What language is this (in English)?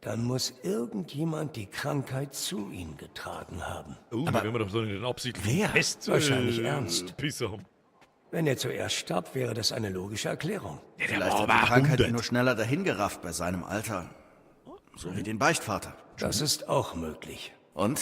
Bavarian